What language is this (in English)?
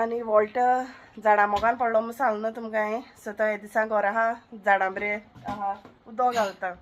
Konkani